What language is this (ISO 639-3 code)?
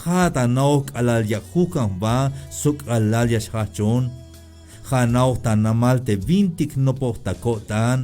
tzh